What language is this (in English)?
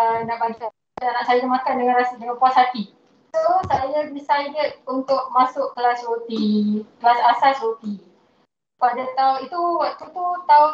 Malay